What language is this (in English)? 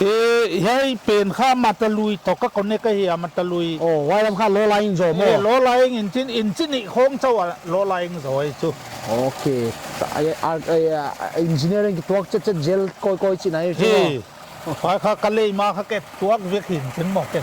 Paite Chin